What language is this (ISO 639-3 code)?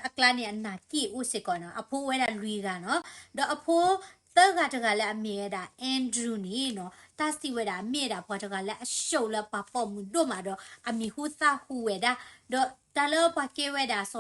ksw